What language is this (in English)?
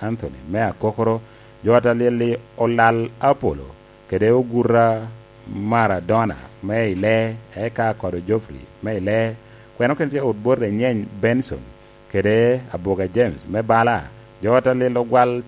Lango (Uganda)